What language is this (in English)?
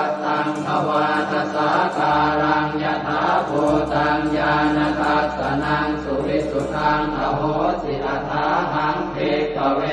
Pali